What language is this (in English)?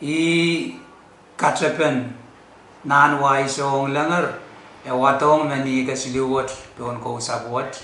Pohnpeian